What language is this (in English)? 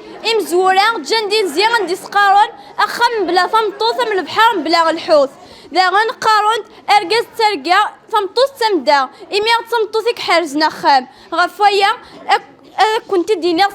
Kabyle